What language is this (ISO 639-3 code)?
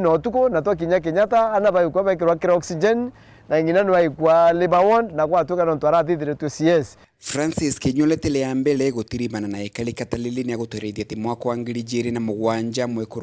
mer